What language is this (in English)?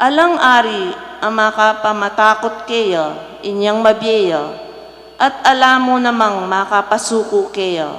Pampanga